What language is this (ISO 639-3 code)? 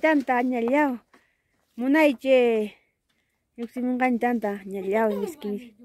quy